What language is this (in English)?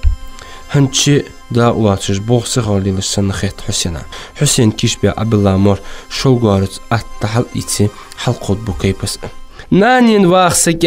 Ingush